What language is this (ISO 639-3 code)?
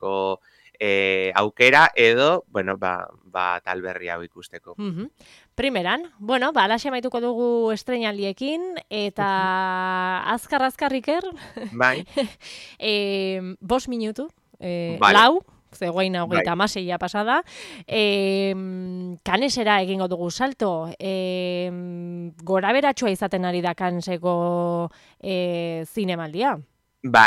eus